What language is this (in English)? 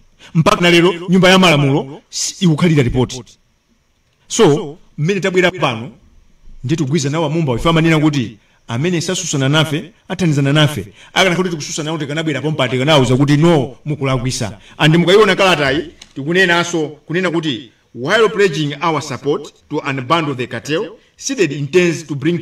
Nyanja